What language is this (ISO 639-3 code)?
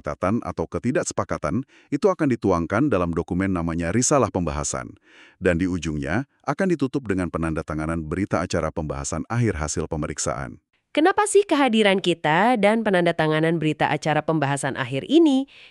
ind